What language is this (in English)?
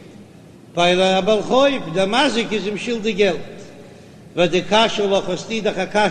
Yiddish